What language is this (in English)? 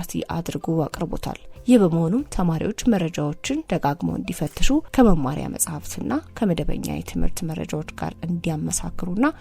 Amharic